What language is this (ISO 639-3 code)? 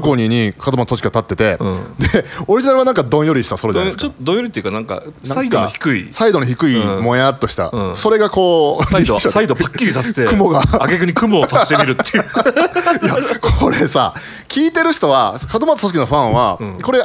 jpn